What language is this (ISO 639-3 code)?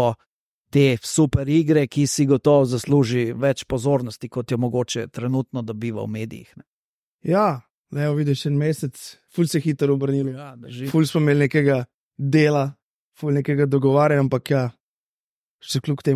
slv